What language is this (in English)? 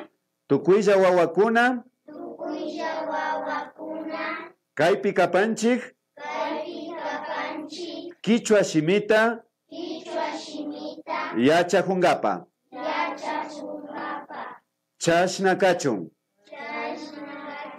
Imbabura Highland Quichua